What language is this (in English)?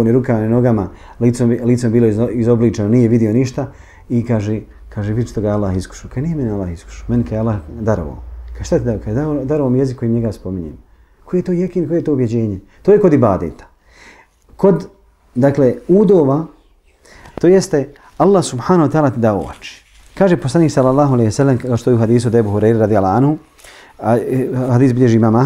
Bosnian